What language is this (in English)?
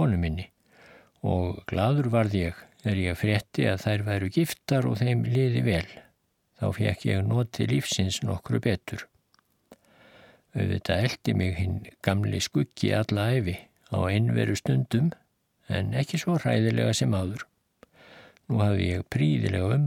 Icelandic